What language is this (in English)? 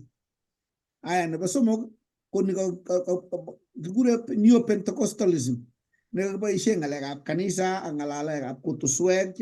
Kalenjin